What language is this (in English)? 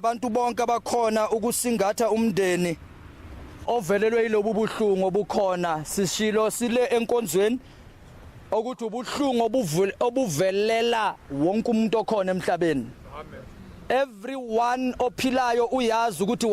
Zulu